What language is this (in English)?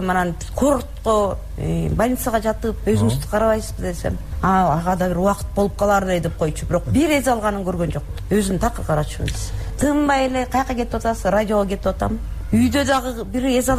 Kyrgyz